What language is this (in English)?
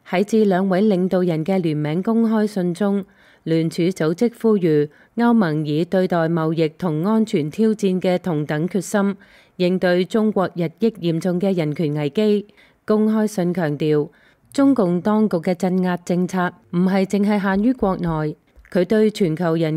Cantonese